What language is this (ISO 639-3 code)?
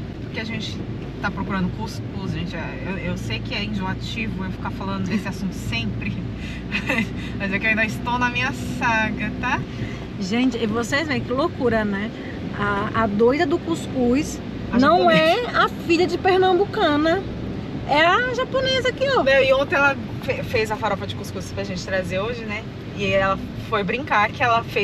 por